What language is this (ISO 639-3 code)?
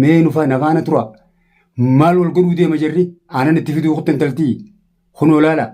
orm